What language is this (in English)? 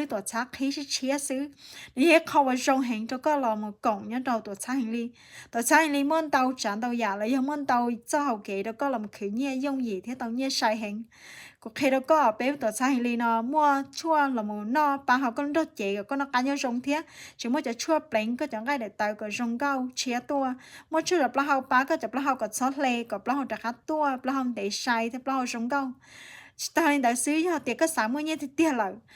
Hmong